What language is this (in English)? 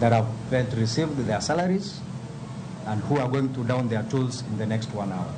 Luo (Kenya and Tanzania)